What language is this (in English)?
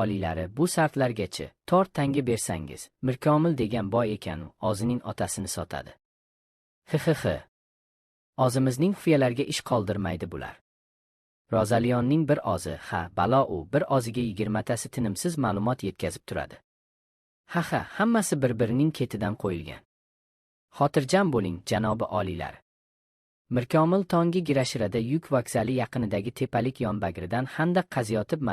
Uzbek